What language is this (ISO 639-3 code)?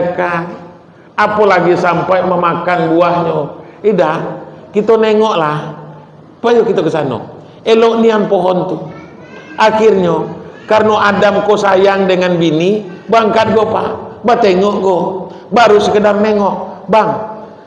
min